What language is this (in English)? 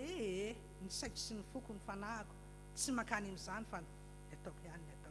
Malagasy